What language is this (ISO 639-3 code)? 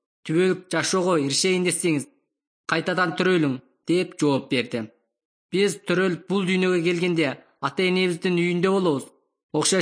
kir